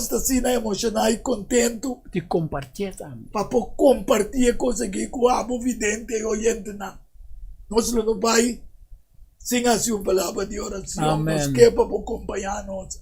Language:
Papiamento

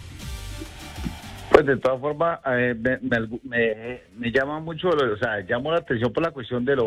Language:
Spanish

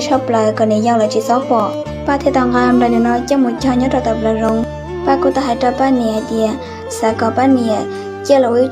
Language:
Hmong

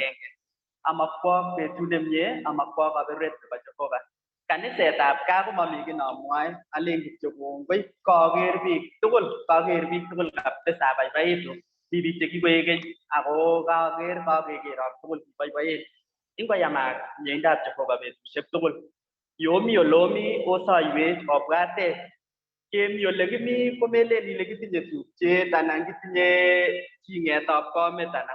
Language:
Kalenjin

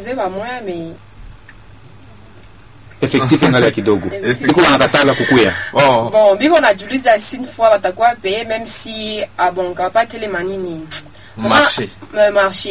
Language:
Swahili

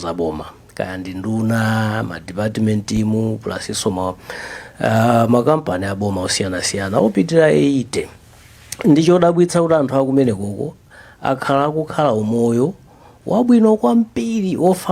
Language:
Nyanja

